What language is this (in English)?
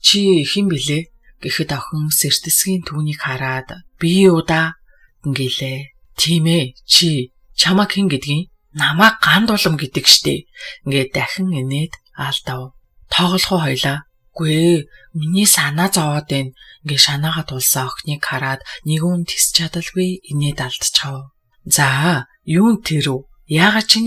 Mongolian